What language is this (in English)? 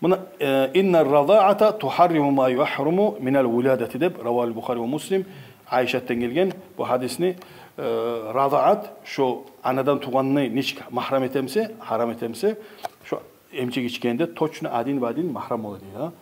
Kumyk